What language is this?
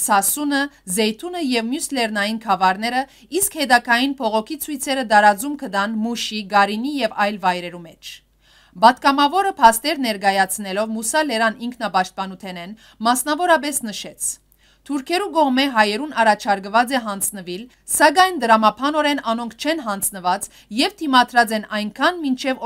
Western Armenian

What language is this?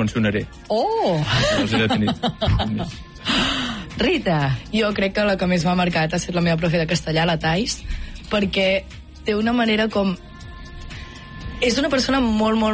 Catalan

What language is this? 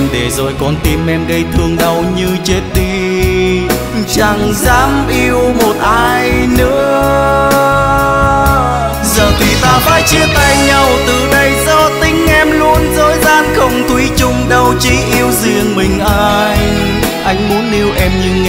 Vietnamese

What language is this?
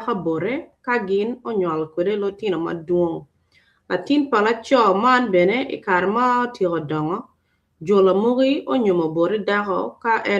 Acoli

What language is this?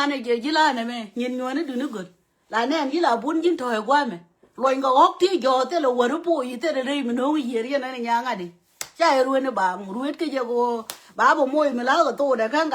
Nuer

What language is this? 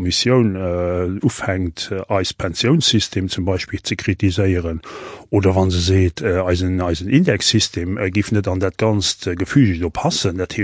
Luxembourgish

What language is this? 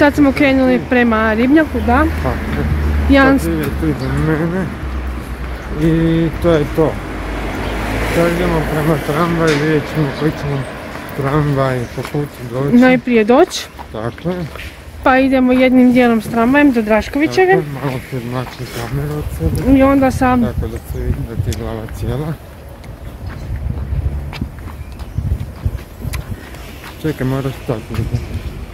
Croatian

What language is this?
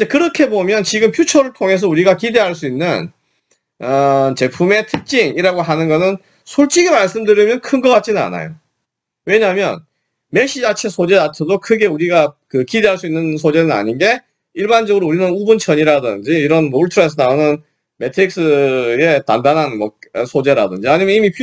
Korean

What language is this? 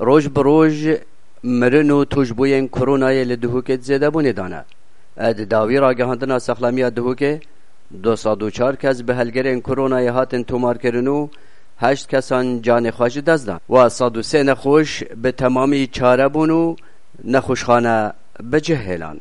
Kurdish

